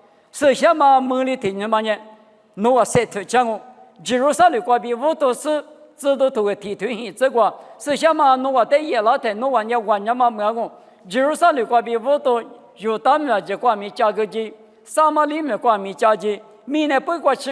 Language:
Lisu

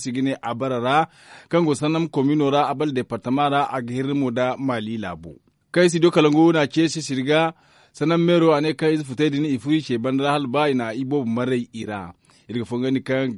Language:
Zarma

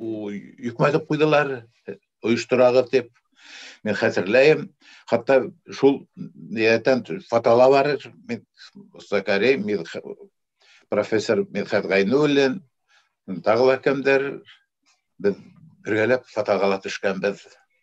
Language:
Bashkir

